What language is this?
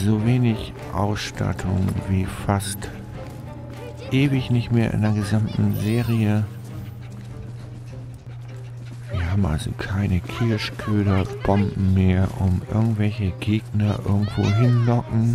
German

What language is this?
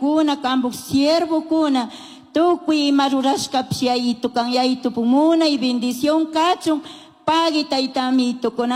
Chimborazo Highland Quichua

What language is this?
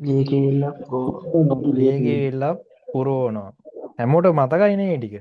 Sinhala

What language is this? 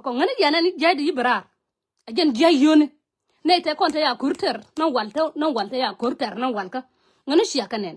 Nuer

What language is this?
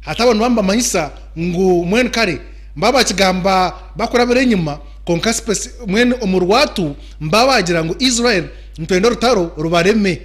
Nyankole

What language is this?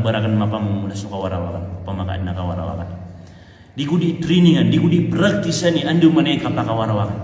Maranao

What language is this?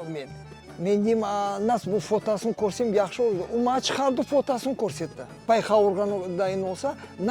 Crimean Tatar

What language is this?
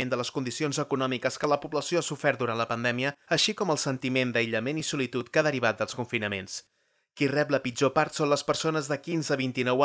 Catalan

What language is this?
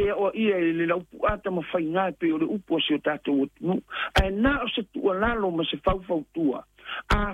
Samoan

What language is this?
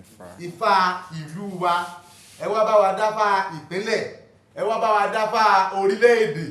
Yoruba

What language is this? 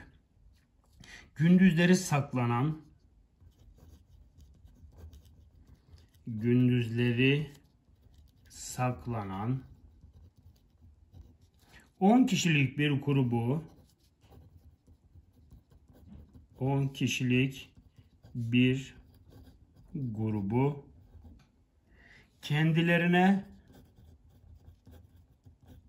Turkish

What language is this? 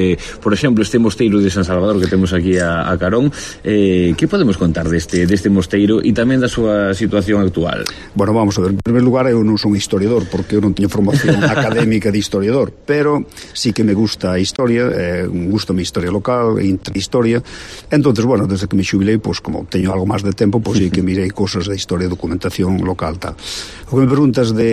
Galician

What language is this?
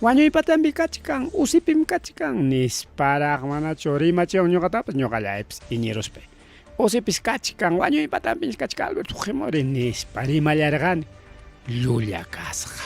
Ayacucho Quechua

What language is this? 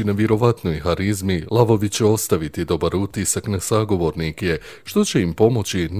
Bosnian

